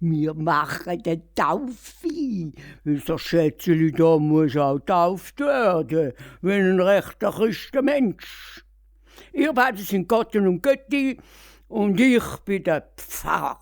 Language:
Swiss German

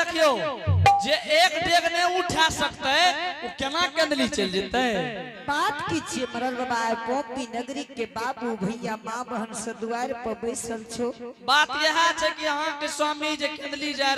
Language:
Angika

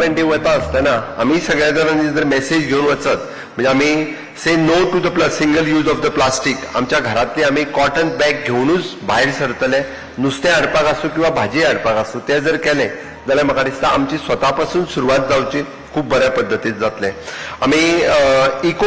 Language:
Konkani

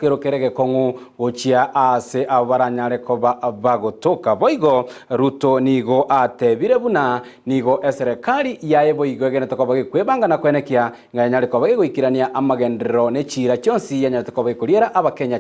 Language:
Gusii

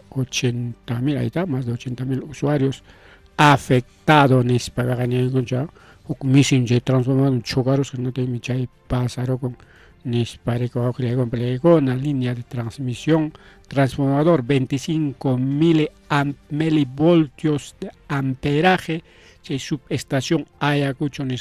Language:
Ayacucho Quechua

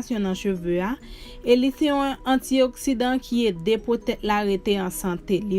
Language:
Haitian Creole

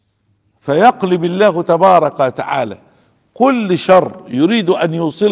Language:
Arabic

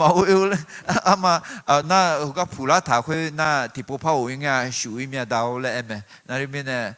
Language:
Akha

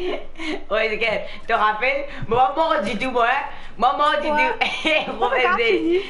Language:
Morisyen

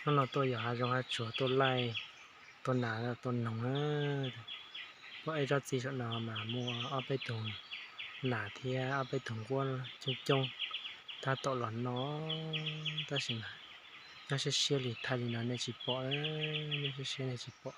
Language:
Hmong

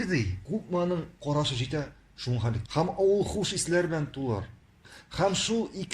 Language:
Tatar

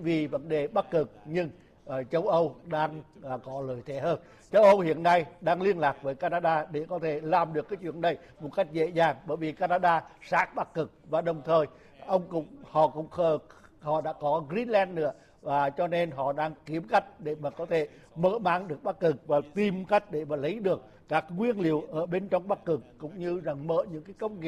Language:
Vietnamese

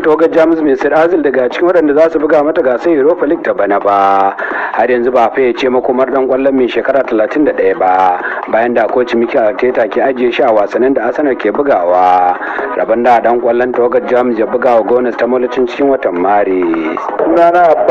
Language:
Hausa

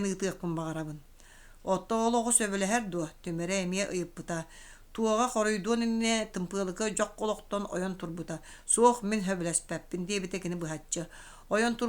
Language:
Yakut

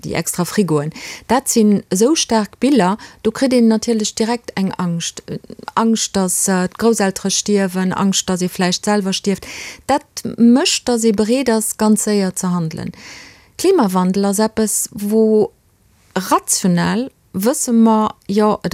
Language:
Luxembourgish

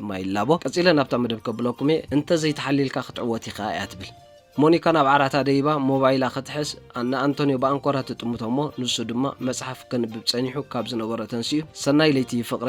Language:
Tigrinya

